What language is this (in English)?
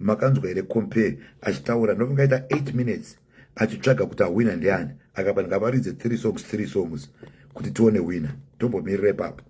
Shona